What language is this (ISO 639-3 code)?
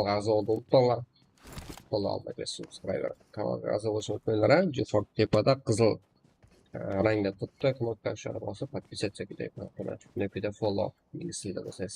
kaa